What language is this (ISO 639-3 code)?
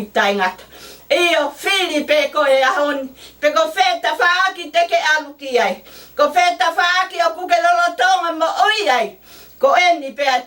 ton